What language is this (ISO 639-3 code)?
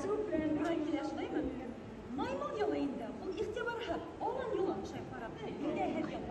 bak